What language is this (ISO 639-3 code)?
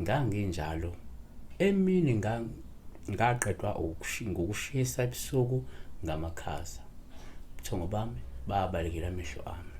zul